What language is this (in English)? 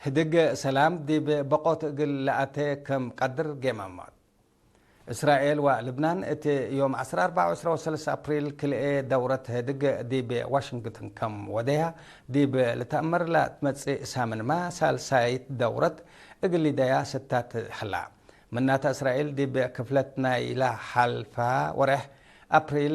Tigre